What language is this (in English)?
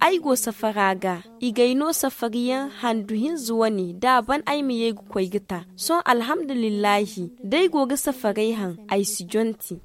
Zarma